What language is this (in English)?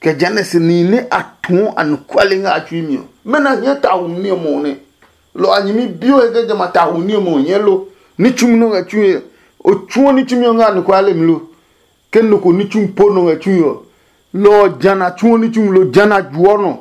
Adangme